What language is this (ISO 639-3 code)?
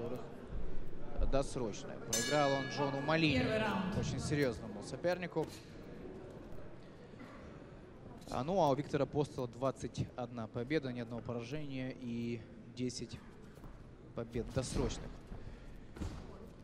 rus